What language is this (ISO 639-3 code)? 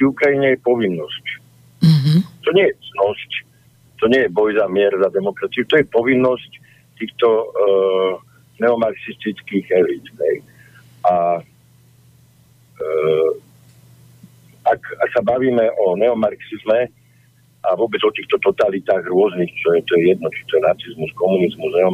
slk